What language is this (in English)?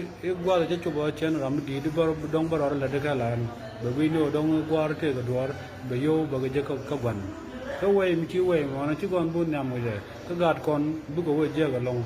Nuer